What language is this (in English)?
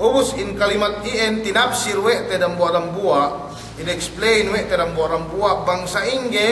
Yakan